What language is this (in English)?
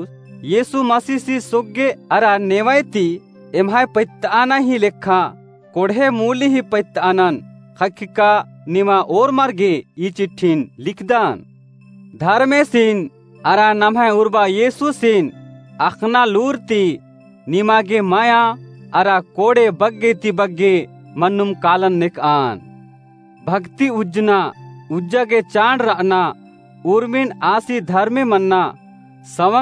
Kurukh